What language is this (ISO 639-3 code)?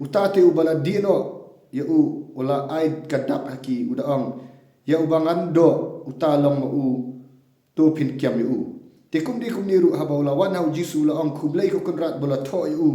kha